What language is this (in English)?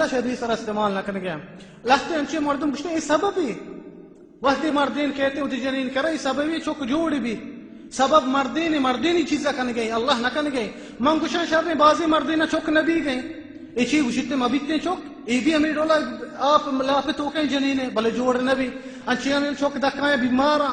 Baluchi